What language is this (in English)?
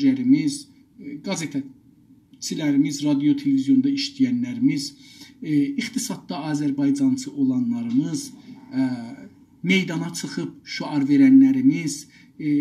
South Azerbaijani